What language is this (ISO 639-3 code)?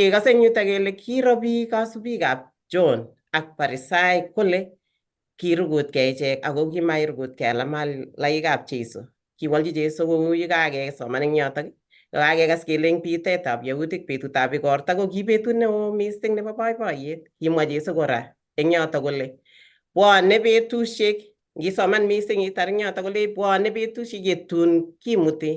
kln